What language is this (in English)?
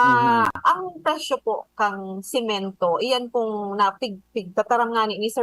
Bikol